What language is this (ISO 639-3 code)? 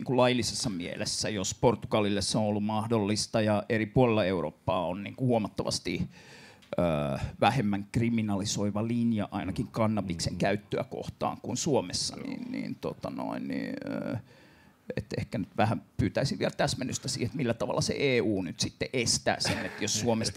fin